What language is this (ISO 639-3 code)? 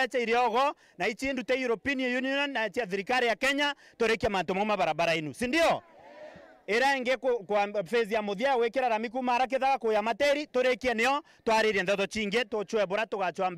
mer